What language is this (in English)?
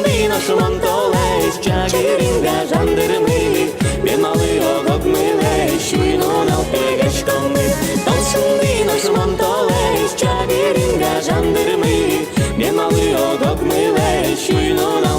Udmurt